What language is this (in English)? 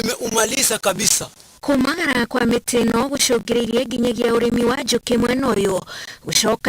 Kikuyu